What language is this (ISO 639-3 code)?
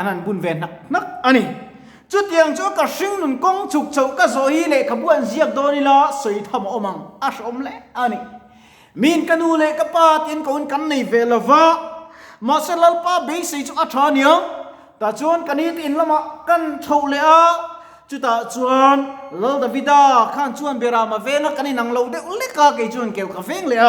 lus